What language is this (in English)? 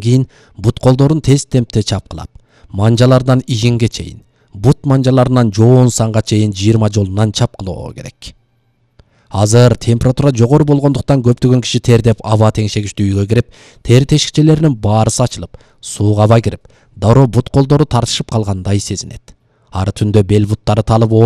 Kyrgyz